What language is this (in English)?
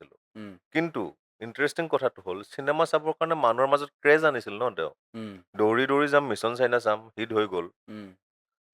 Assamese